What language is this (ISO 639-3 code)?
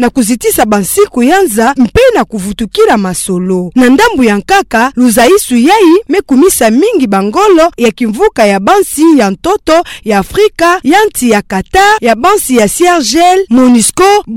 ktu